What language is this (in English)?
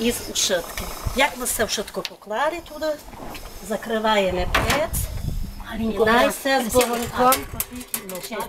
Rusyn